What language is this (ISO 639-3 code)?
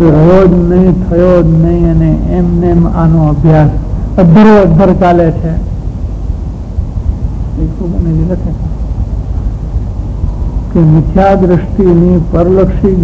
guj